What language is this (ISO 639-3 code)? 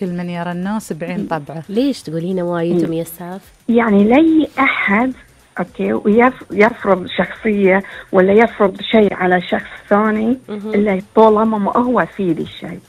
afb